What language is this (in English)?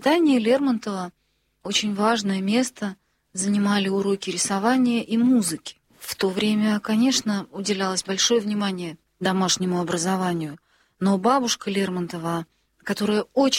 Russian